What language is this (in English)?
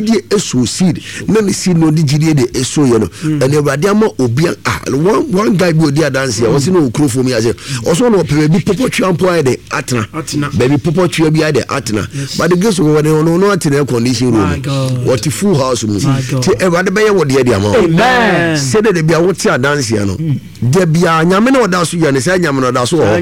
Akan